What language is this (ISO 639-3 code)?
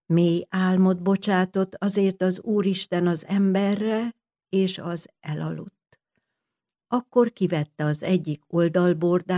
hun